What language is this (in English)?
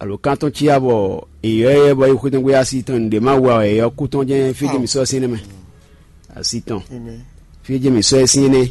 Fon